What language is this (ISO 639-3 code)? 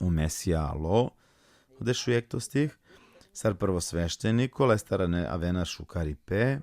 rmn